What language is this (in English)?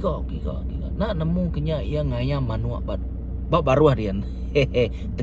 Iban